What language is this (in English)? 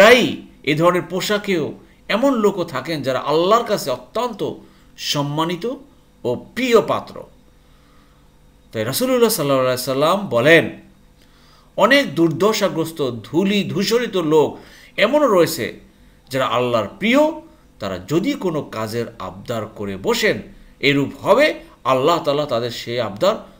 Bangla